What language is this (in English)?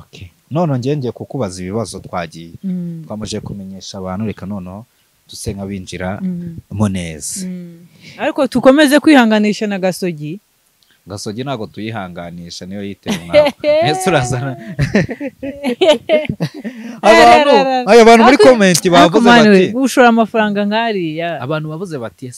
Kinyarwanda